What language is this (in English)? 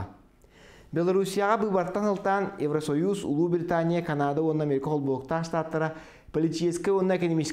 Yakut